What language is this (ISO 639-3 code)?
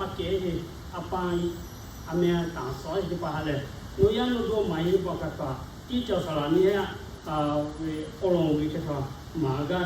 lhu